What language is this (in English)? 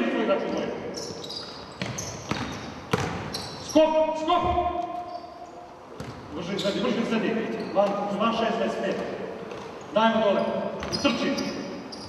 Serbian